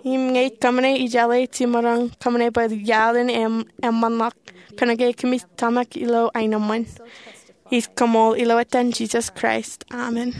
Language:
Marshallese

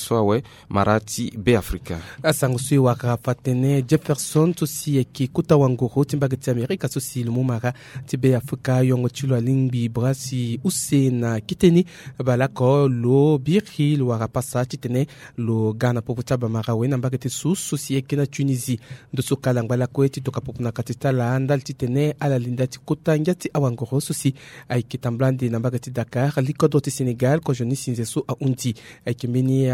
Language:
Sango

